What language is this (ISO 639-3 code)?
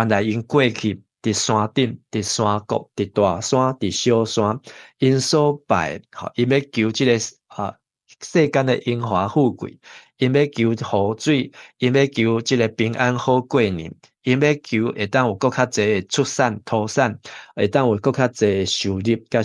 nan